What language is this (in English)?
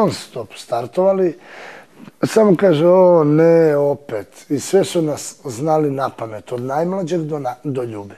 Serbian